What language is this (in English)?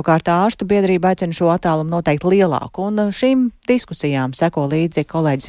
Latvian